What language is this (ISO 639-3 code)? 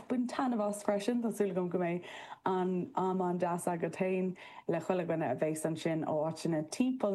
gle